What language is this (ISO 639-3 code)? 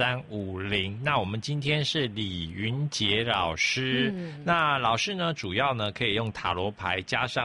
zho